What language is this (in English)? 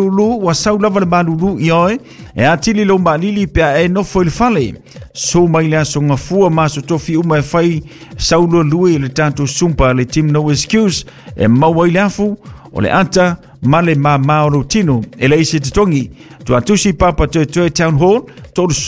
Samoan